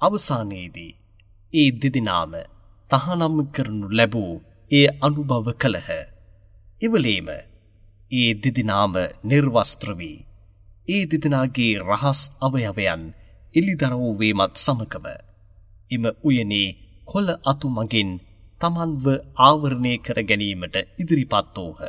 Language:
Sinhala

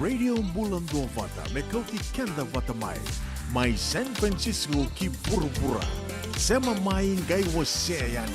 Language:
Fijian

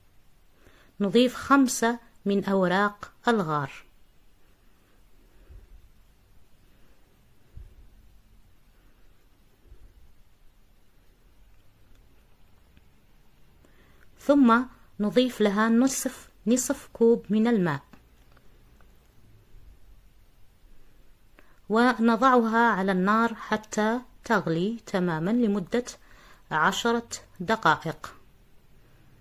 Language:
Arabic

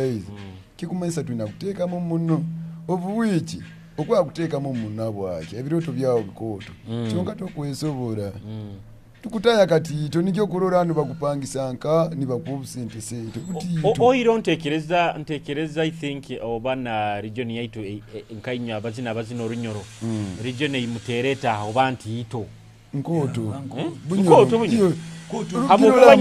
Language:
Nyoro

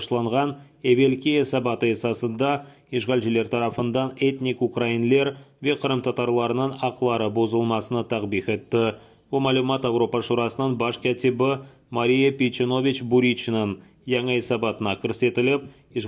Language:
Crimean Tatar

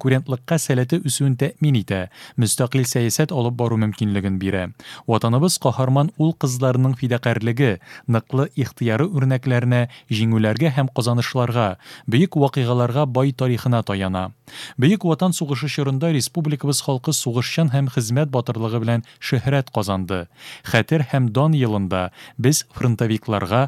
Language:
Tatar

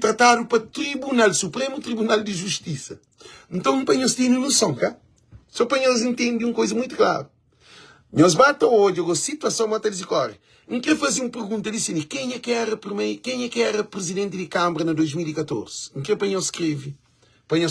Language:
Kabuverdianu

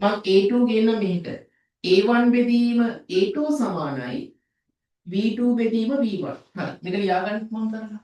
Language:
Sinhala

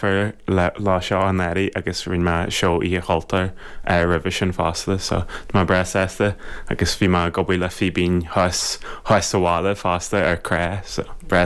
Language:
Irish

